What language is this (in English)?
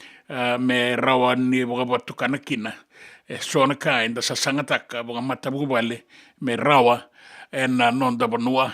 Fijian